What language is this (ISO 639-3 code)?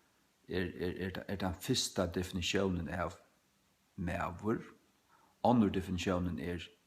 fao